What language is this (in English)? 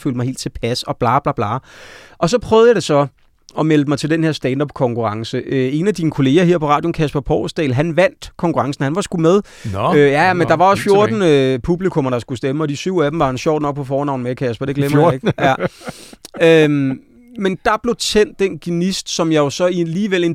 Danish